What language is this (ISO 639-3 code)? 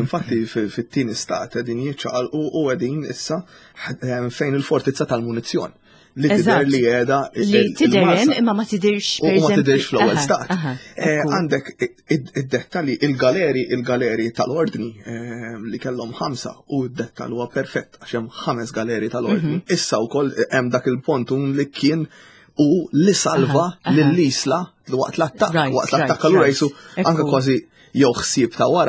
mlt